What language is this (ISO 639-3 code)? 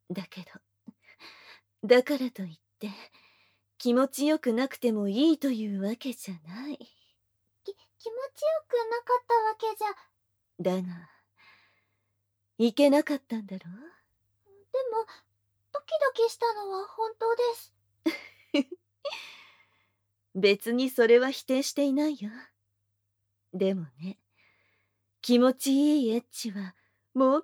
jpn